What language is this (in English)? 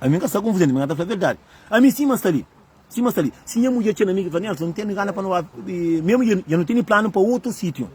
Kabuverdianu